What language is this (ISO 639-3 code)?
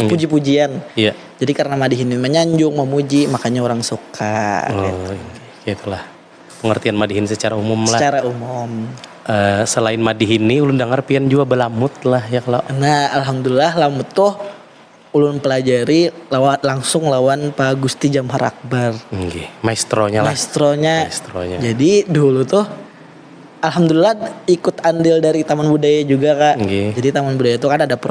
bjn